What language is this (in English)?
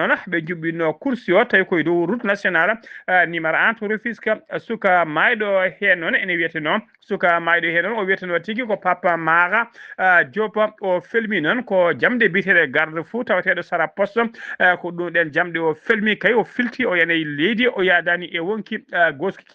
Fula